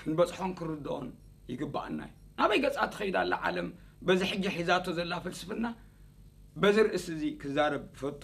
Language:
Tigrinya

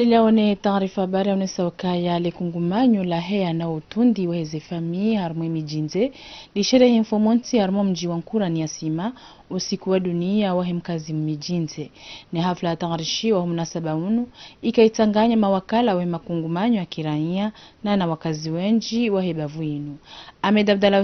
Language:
Ngazidja Comorian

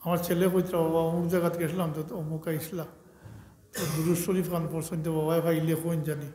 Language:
Sylheti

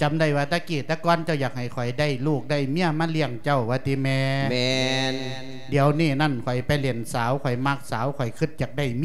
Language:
Lao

